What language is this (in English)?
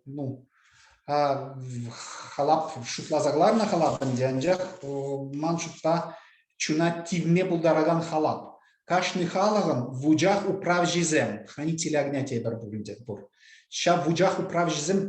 Chuvash